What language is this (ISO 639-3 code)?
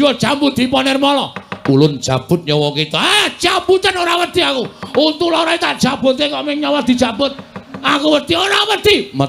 jav